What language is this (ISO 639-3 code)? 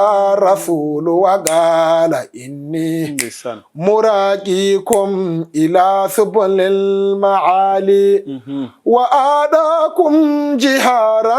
ful